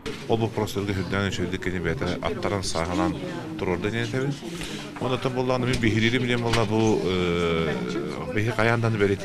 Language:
Yakut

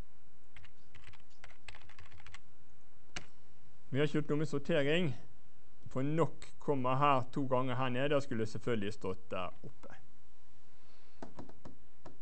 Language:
Norwegian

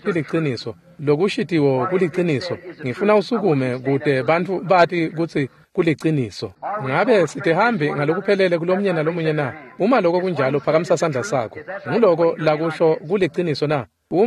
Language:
Swati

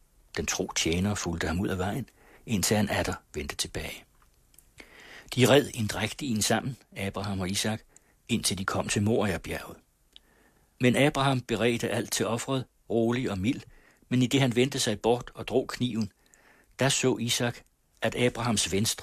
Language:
Danish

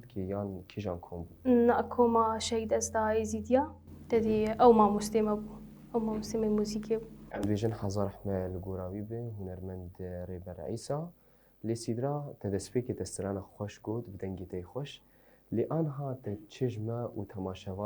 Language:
Kurdish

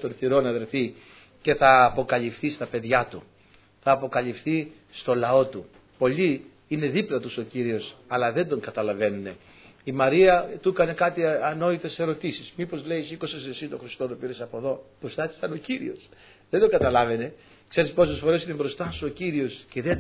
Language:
Greek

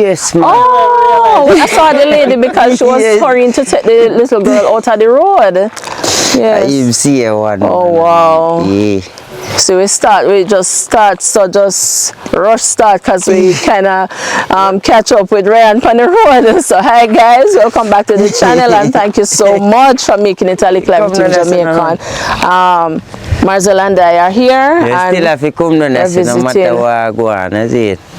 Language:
Jamaican Creole English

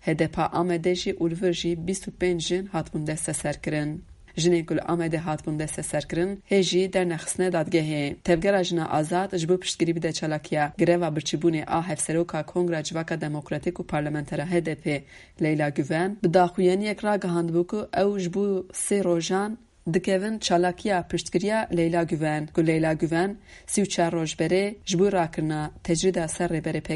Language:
Kurdish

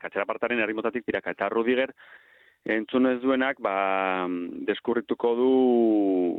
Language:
Basque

